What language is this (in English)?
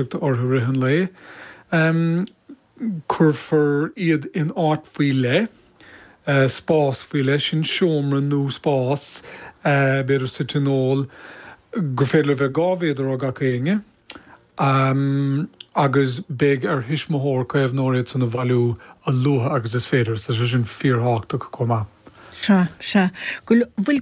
Irish